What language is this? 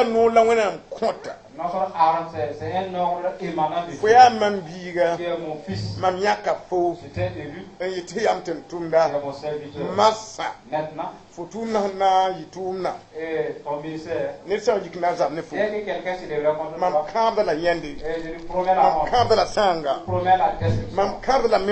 Mossi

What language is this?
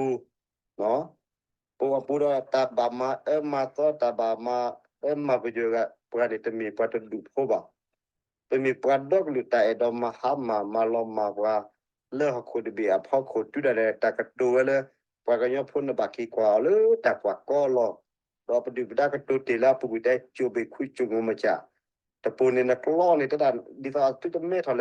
S'gaw Karen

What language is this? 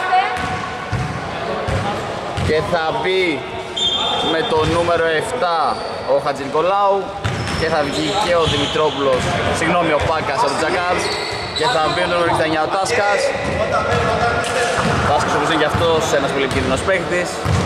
Greek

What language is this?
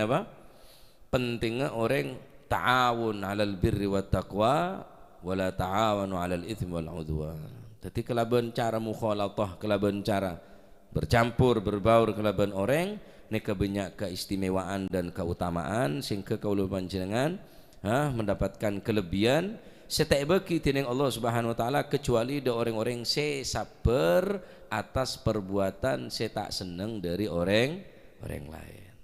Madurese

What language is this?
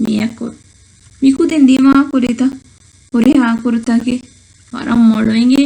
Divehi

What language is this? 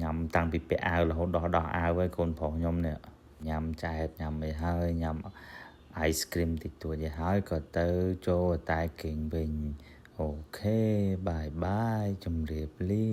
Khmer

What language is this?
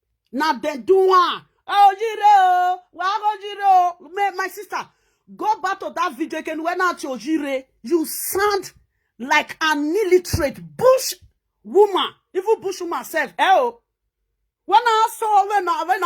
Nigerian Pidgin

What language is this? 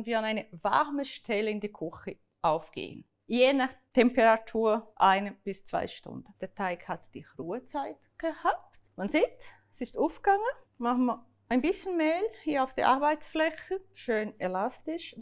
Swiss German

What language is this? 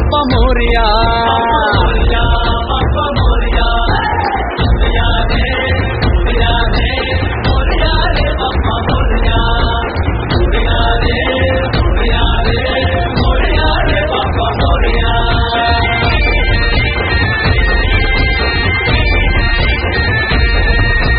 Marathi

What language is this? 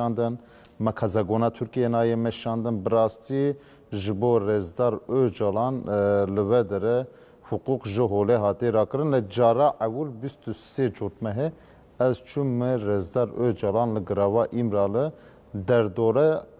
Kurdish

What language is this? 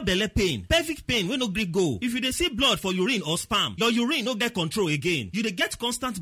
Nigerian Pidgin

